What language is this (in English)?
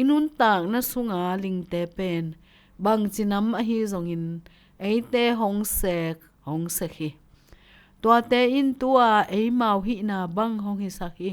Tedim Chin